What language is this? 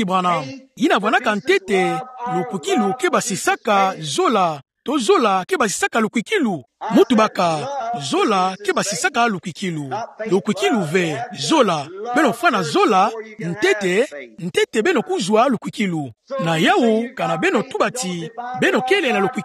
Kituba (Democratic Republic of Congo)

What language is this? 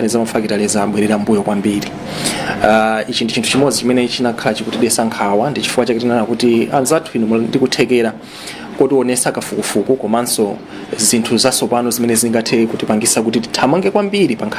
Nyanja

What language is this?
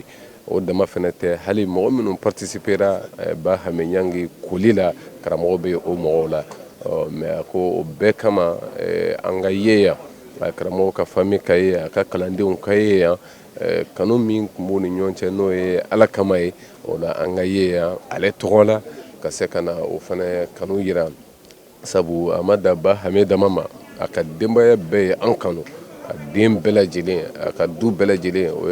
Bambara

